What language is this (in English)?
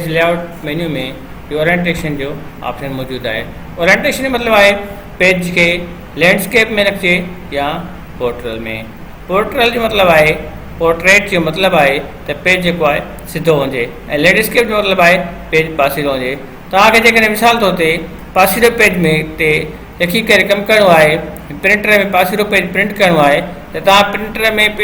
Sindhi